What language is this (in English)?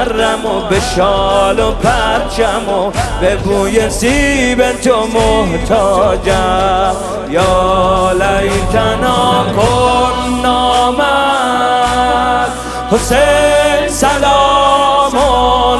Persian